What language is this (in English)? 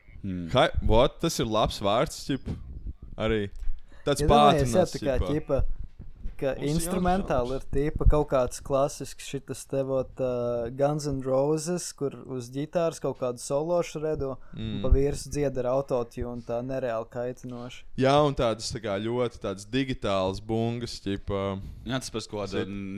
Latvian